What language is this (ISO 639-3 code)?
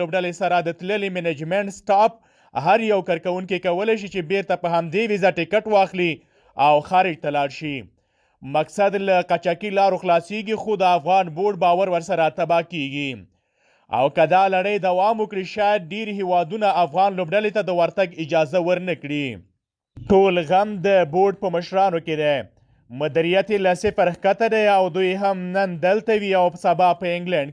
pus